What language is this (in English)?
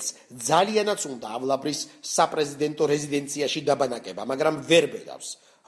Georgian